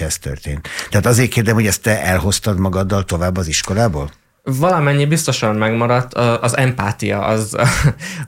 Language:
Hungarian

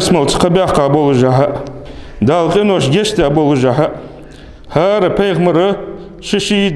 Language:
Ingush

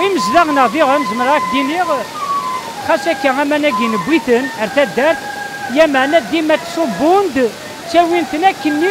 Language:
Kabyle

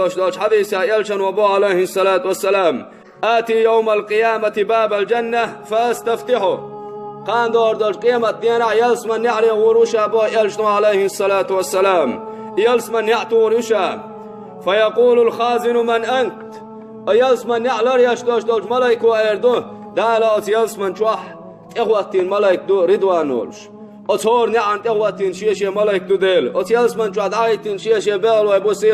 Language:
Chechen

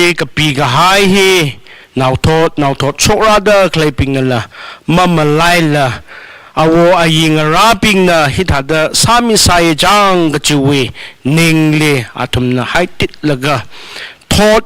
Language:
Tangkhul Naga (India)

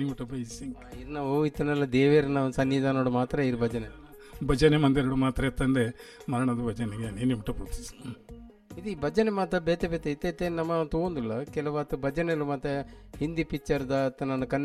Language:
Tulu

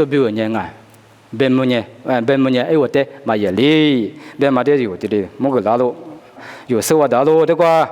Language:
Lisu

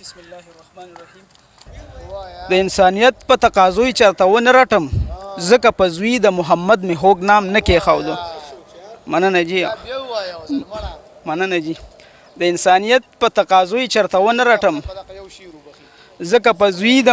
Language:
Pashto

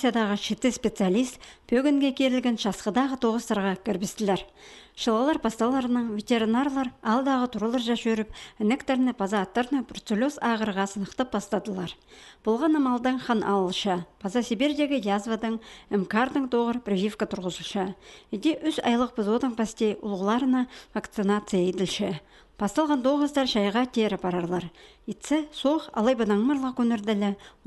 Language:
Khakas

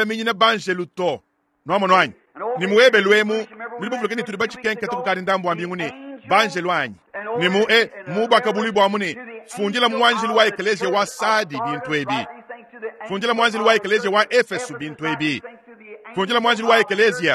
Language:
Luba-Lulua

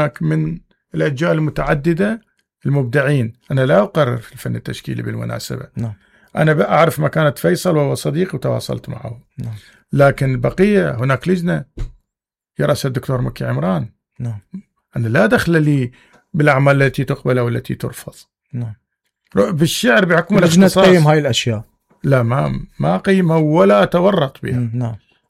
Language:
Mesopotamian Arabic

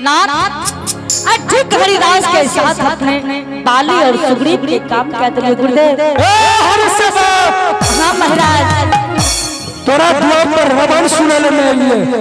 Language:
Angika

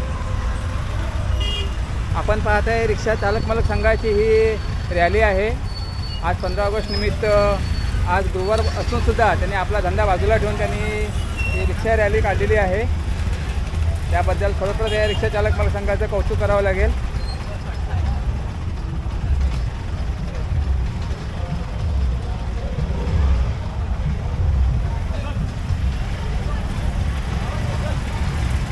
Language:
Marathi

